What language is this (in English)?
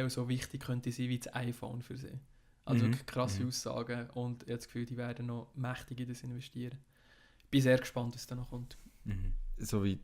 Swiss German